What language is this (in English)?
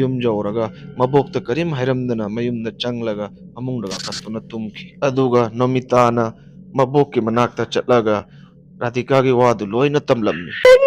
Manipuri